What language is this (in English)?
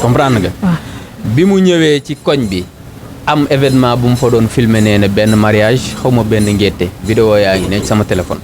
Wolof